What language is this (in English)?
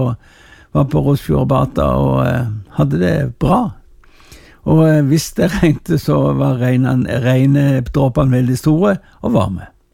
Norwegian